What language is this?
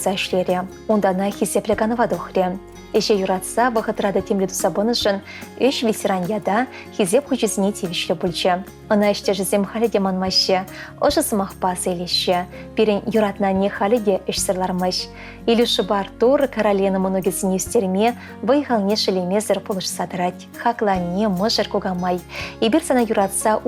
Chuvash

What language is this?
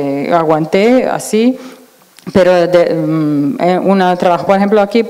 Spanish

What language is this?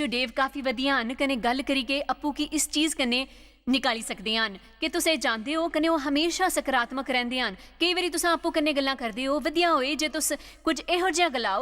Dogri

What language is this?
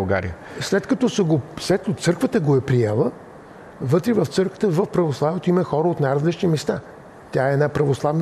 Bulgarian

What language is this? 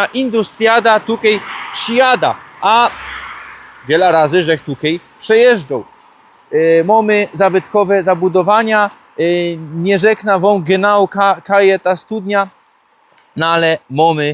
Silesian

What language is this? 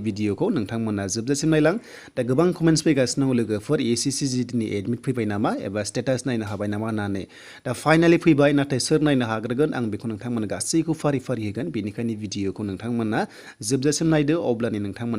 Bodo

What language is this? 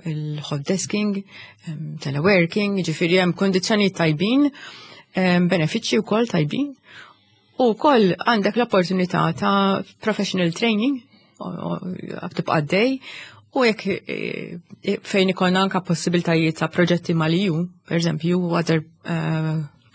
Maltese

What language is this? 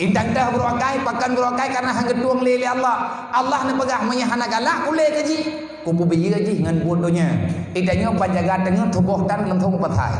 Achinese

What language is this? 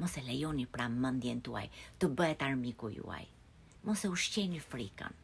Albanian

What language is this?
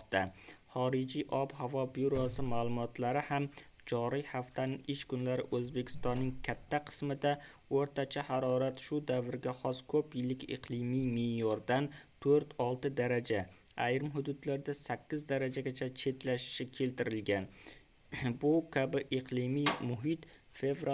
Uzbek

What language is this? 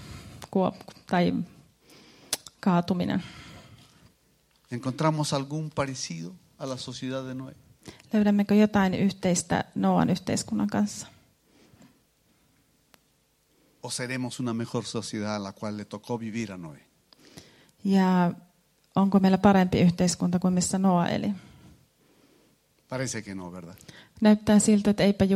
Finnish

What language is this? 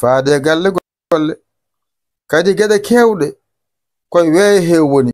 Fula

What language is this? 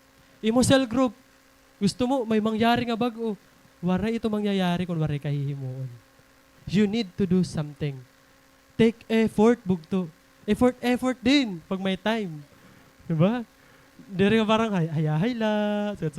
Waray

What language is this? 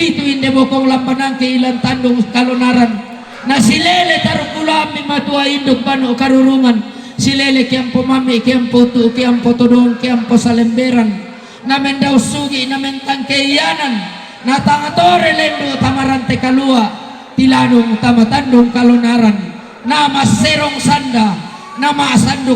Toraja-Sa'dan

